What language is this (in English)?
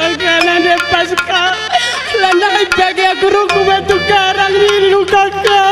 Batak Karo